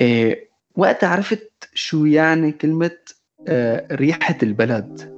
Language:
North Levantine Arabic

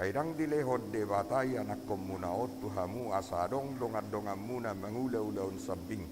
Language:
Batak Toba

